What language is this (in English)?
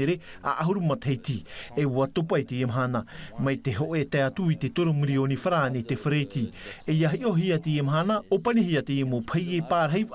Tahitian